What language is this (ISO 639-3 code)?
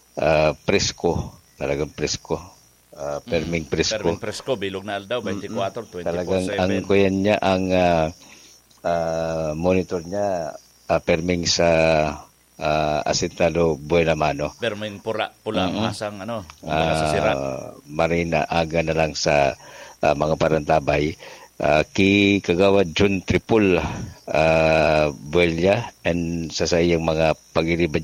bik